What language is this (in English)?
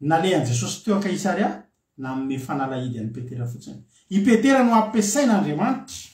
Malagasy